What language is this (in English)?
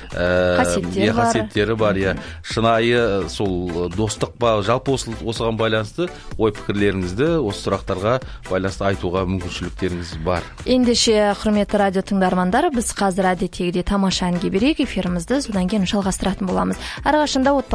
Kazakh